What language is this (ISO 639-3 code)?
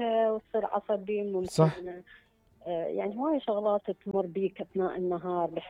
acm